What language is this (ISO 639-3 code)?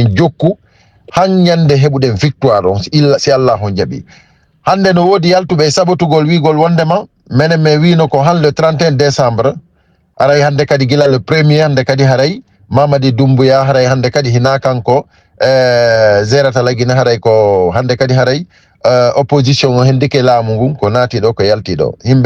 ful